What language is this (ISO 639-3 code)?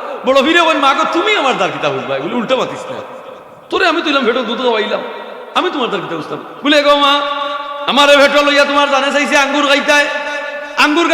syl